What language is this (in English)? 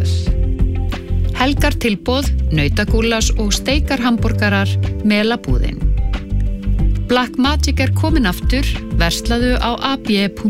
Icelandic